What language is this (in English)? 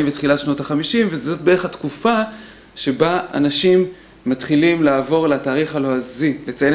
Hebrew